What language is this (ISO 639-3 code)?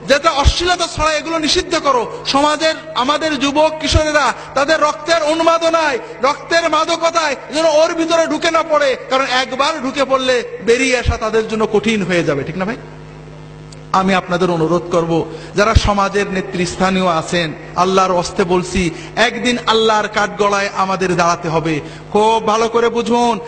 ben